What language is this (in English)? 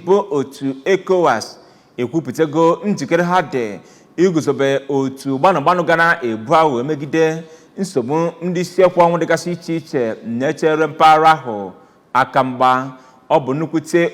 Igbo